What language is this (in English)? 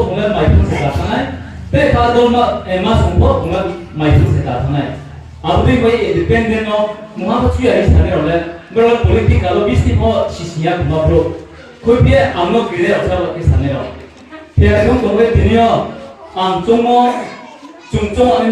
Riang (India)